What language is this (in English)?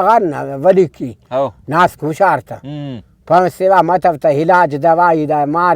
Brahui